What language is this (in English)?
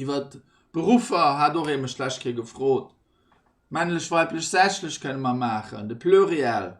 Luxembourgish